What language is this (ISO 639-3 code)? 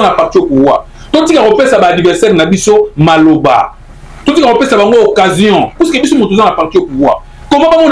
lin